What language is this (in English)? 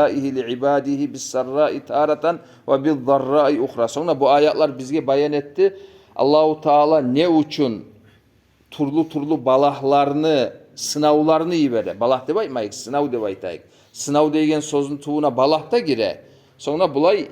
Kumyk